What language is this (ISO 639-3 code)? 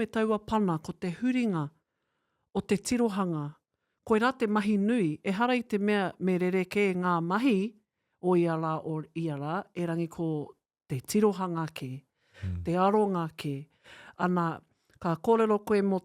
mri